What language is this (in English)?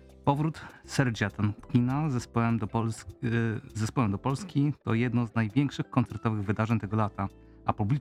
Polish